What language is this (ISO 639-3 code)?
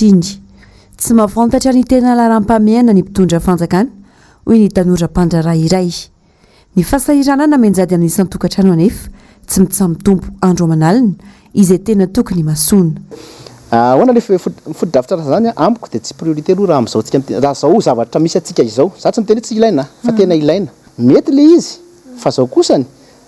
mlg